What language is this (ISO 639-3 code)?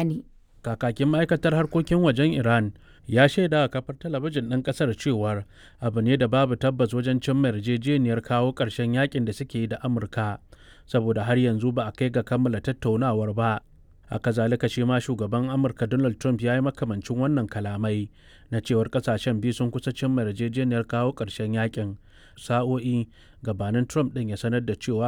hau